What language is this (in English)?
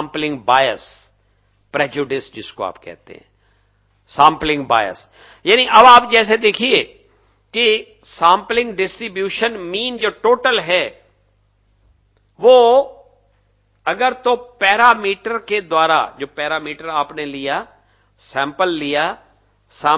Hindi